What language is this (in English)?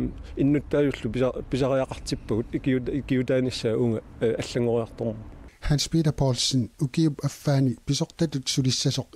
Kalaallisut